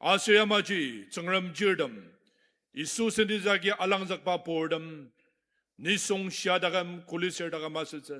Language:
Ao Naga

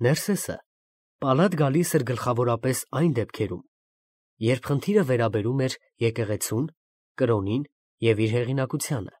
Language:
Armenian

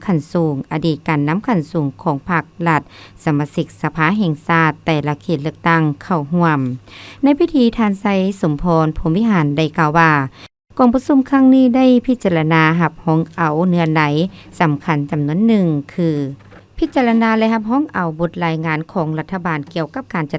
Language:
Lao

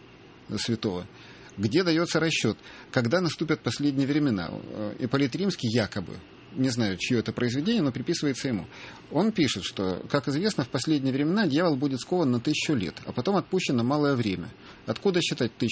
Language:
Russian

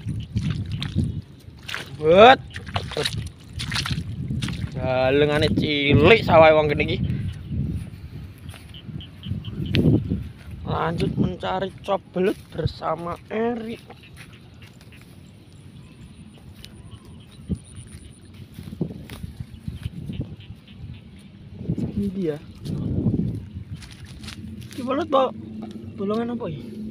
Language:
Javanese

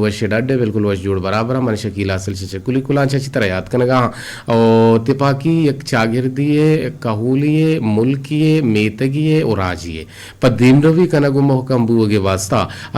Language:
Eastern Balochi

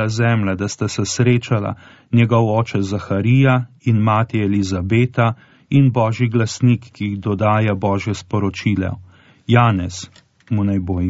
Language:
Slovenian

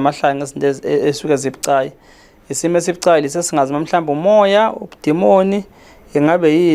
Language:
Zulu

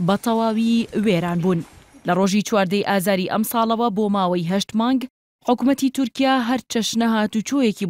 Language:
Central Kurdish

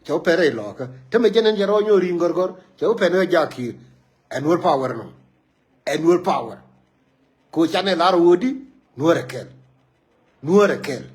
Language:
Nuer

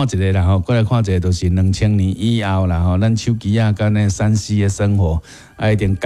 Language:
Min Nan Chinese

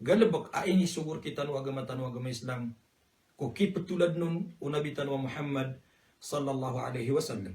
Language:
Maranao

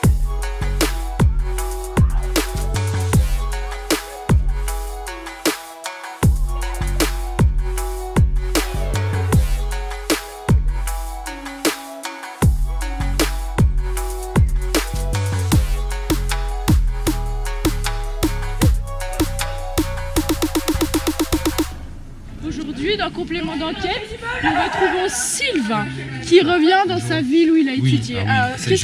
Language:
French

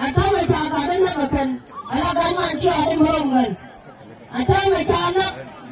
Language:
Nuer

